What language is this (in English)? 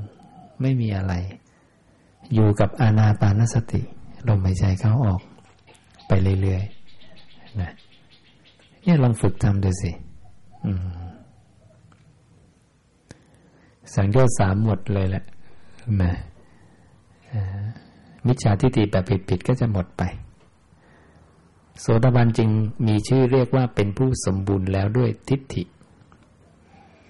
Thai